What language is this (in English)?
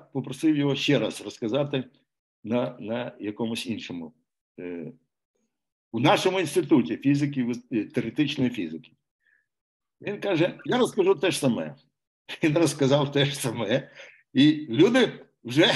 Ukrainian